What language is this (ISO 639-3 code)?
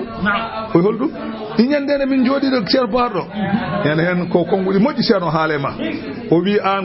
ful